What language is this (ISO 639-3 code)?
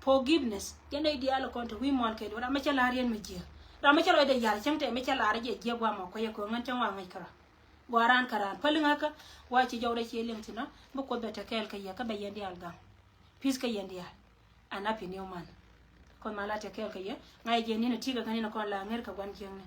nus